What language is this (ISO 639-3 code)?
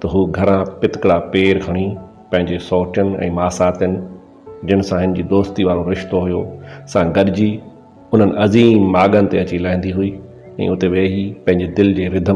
snd